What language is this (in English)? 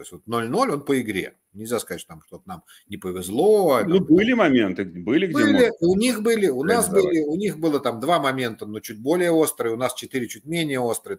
Russian